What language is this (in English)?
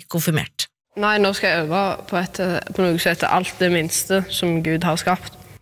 Norwegian